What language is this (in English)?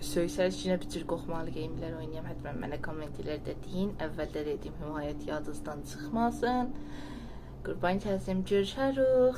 South Azerbaijani